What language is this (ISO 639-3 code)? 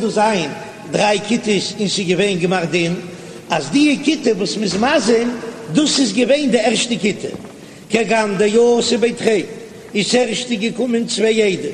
yid